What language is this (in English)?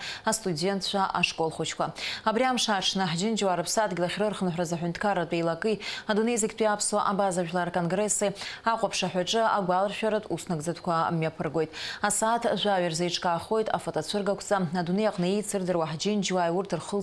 Abkhazian